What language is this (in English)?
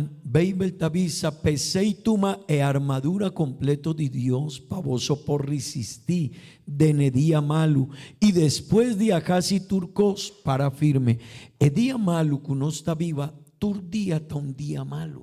Papiamento